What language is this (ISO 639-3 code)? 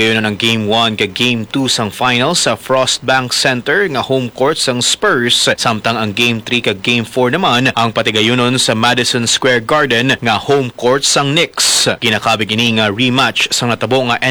hil